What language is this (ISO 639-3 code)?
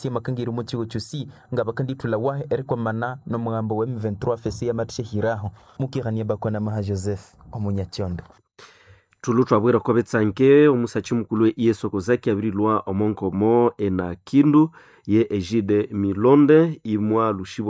nnb